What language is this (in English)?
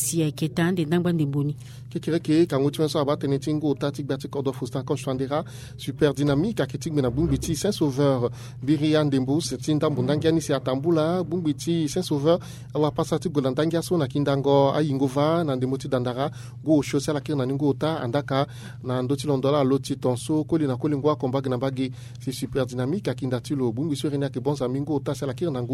Sango